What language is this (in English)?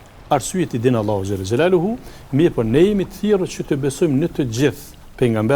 Albanian